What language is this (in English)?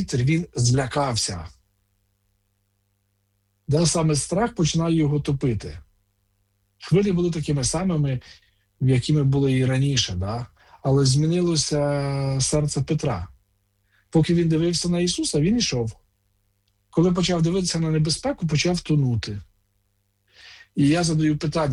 Ukrainian